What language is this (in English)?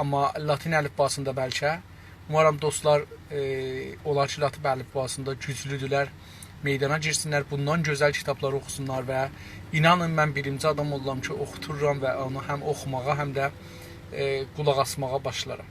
South Azerbaijani